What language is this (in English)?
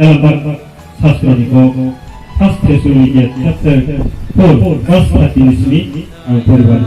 Kok Borok